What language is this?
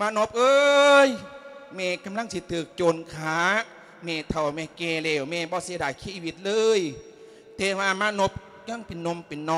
Lao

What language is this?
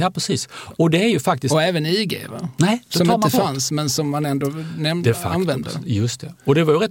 Swedish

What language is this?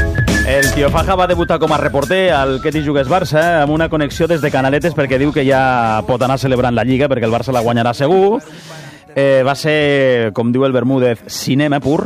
Catalan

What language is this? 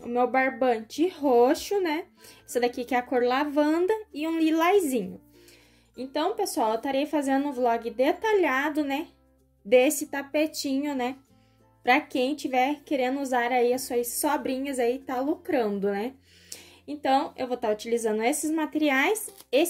Portuguese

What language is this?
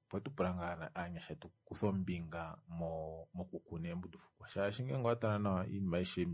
Kuanyama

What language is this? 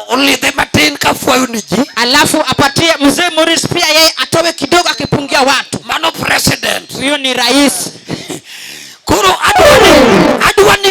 Luo (Kenya and Tanzania)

